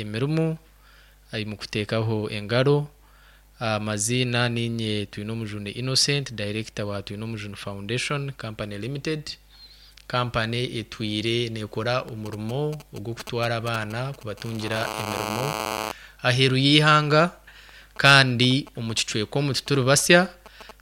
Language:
Nyankole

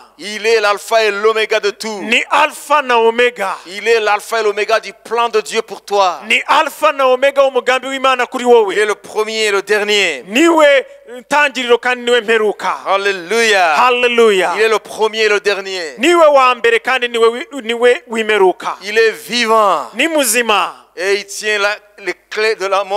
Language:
Kinyarwanda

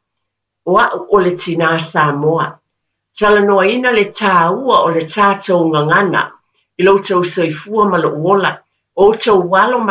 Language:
Samoan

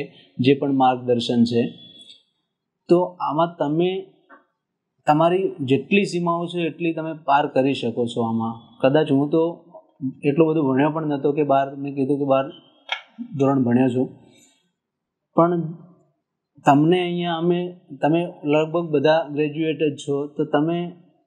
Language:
Gujarati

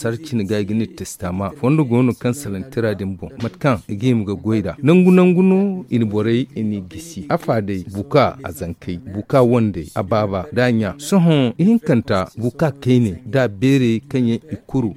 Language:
Zarma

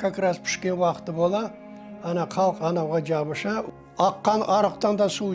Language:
Crimean Tatar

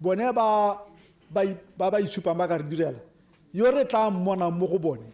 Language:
Tswana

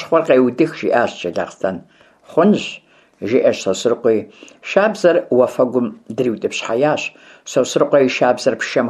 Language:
Kabardian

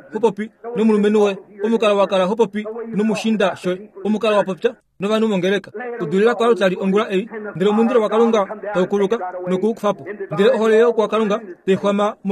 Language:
Kuanyama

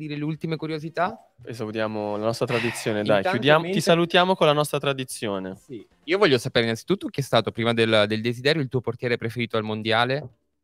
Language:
Italian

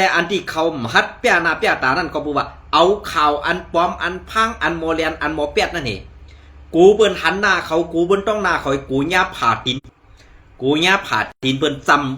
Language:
Shan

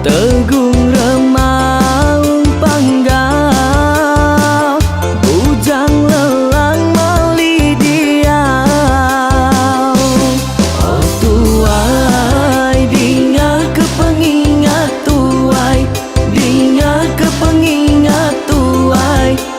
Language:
Iban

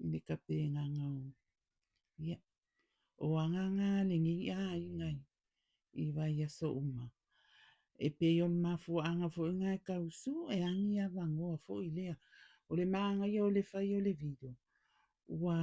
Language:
Samoan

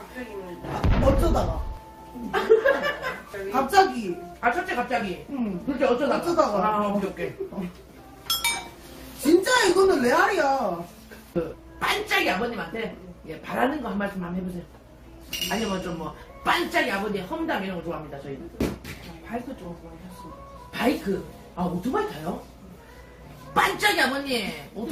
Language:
Korean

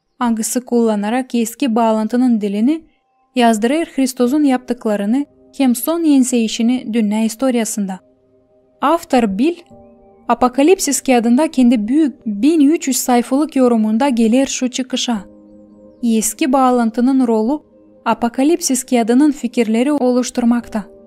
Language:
Gagauz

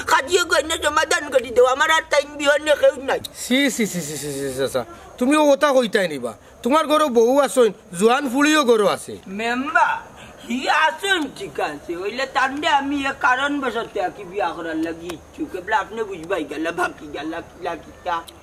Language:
Sylheti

